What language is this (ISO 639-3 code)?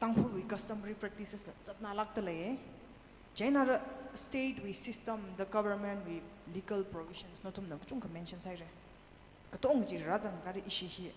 nmf